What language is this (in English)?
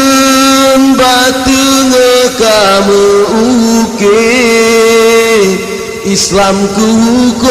Achinese